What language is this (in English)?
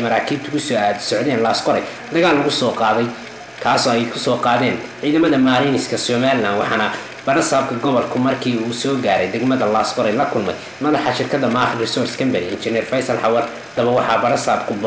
Somali